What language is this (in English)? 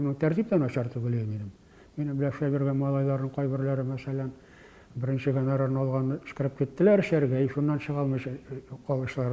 Tatar